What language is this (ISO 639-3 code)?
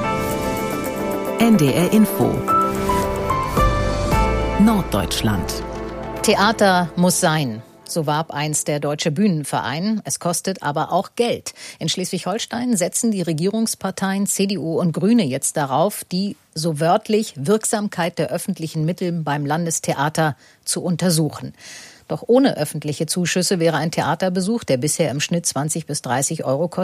deu